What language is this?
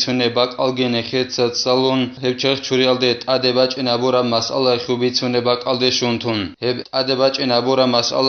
Avaric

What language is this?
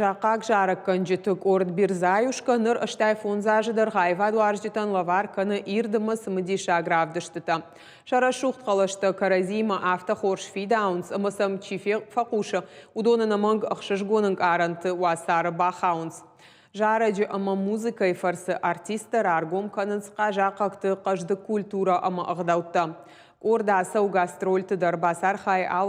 Ossetic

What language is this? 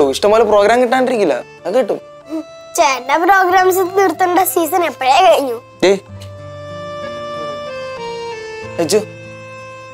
Malayalam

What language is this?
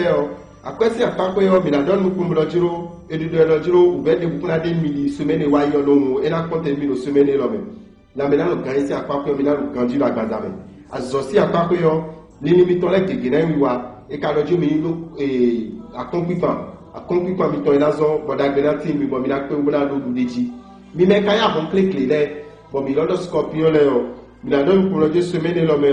Fon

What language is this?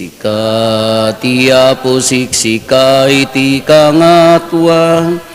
Iloko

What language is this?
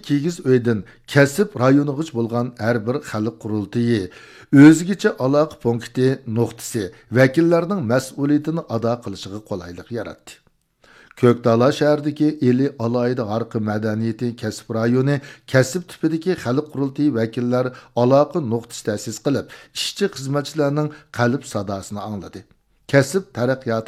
Uyghur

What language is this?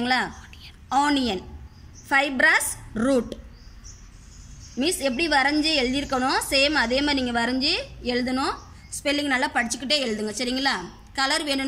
Tamil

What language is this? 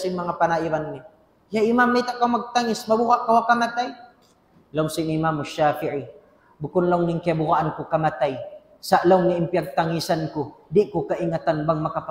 Tausug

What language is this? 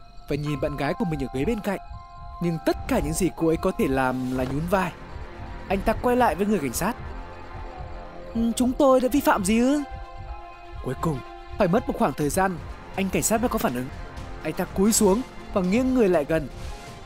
Vietnamese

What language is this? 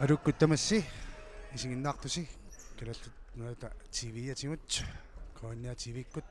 Kalaallisut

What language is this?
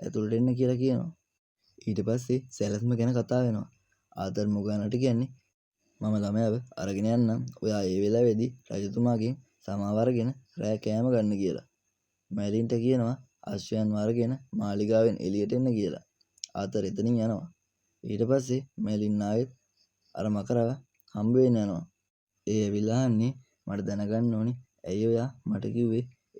Sinhala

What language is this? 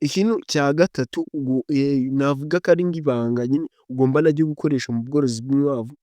Kinyarwanda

